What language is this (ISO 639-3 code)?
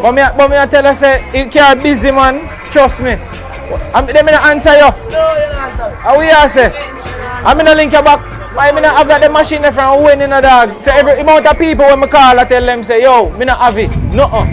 jam